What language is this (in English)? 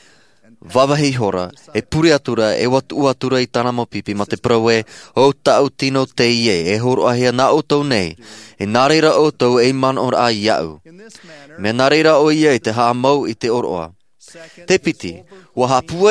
Tahitian